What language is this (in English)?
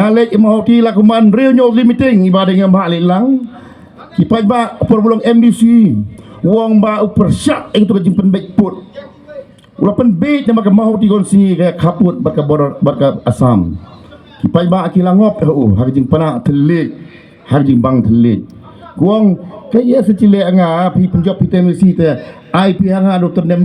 Khasi